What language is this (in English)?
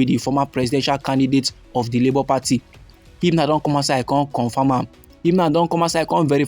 Nigerian Pidgin